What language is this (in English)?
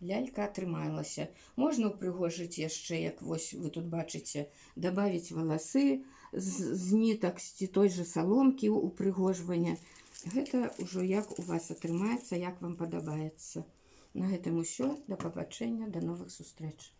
Belarusian